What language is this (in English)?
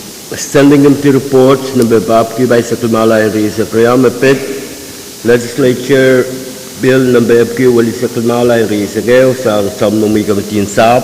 Pohnpeian